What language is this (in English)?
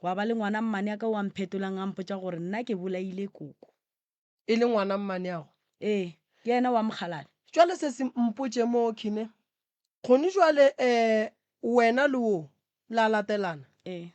Northern Sotho